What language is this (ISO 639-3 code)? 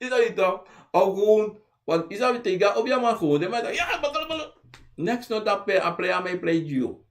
srn